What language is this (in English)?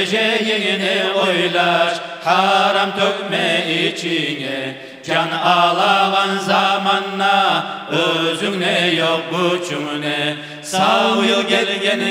Kumyk